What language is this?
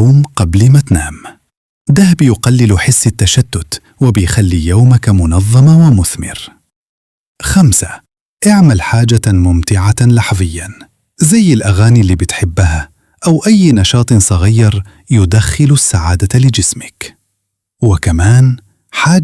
Egyptian Arabic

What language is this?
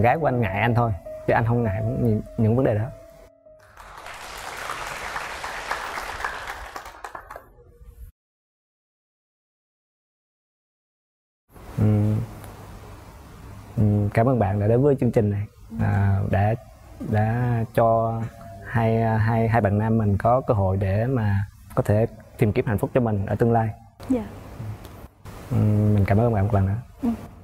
Vietnamese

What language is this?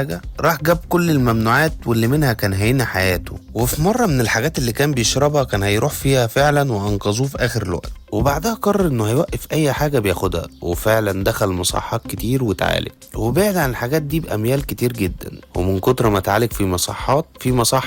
Egyptian Arabic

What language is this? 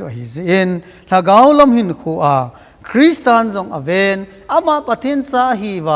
Thado Chin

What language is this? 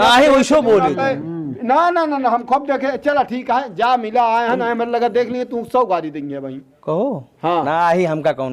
Awadhi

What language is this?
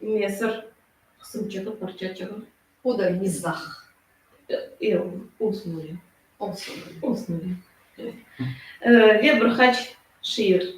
Crimean Tatar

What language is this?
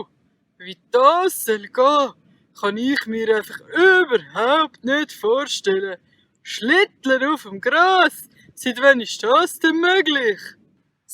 Swiss German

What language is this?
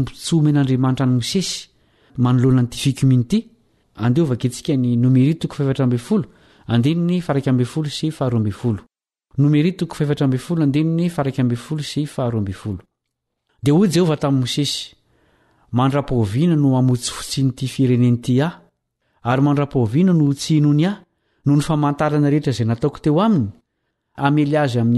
Malagasy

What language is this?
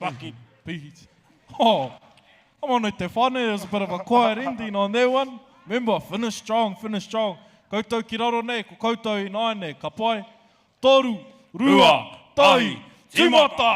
Māori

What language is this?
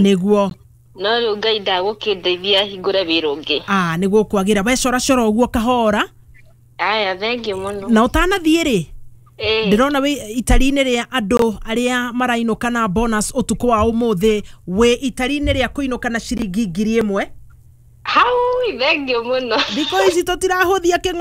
Kikuyu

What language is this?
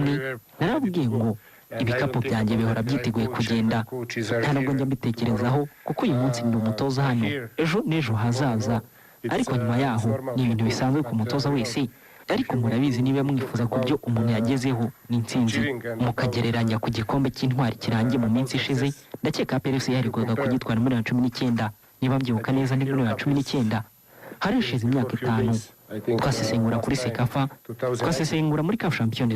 Kinyarwanda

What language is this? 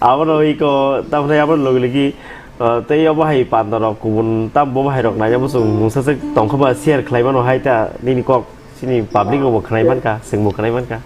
Kok Borok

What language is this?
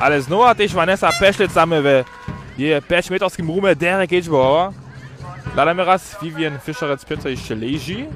Upper Sorbian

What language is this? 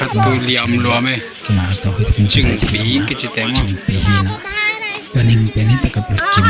Tedim Chin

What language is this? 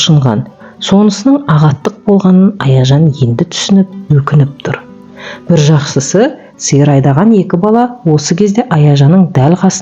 Kazakh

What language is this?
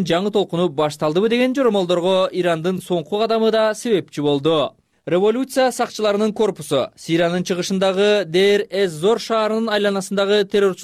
Kyrgyz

